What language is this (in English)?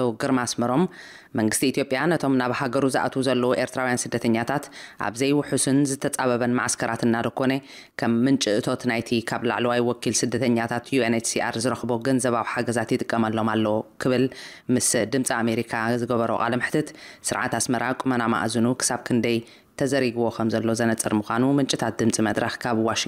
Tigrinya